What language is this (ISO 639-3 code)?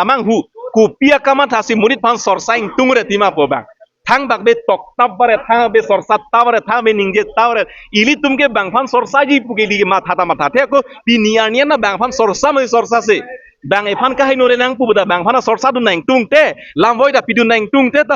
mjw